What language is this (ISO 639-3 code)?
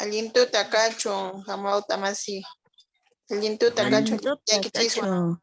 que